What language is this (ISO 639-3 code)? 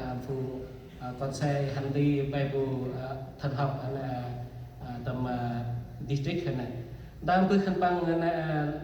cmo